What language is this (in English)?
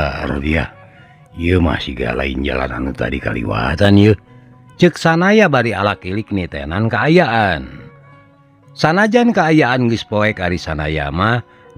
Sundanese